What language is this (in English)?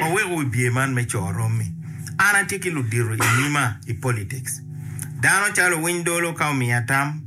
Acoli